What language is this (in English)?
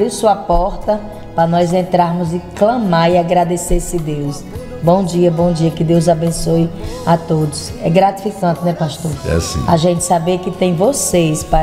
Portuguese